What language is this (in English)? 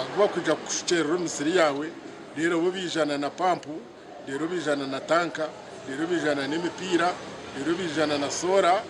Nyankole